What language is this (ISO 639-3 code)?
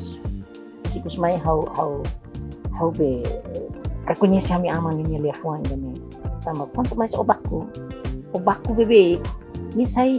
tet